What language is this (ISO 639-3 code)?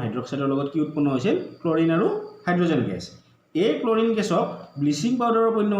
asm